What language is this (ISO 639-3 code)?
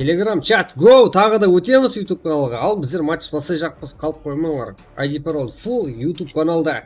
kaa